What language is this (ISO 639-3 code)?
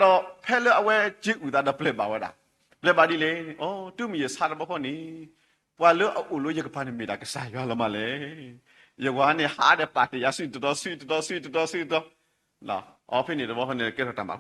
ksw